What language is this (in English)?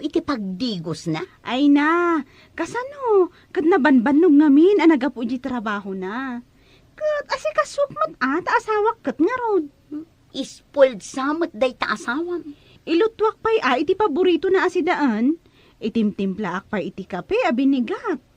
Iloko